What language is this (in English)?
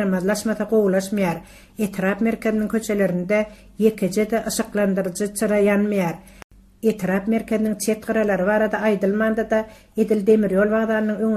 Turkmen